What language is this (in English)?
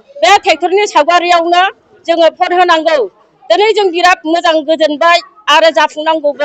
Bodo